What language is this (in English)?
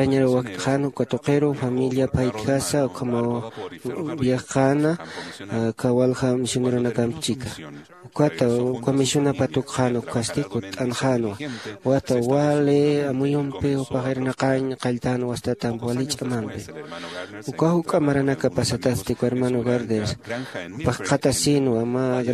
Aymara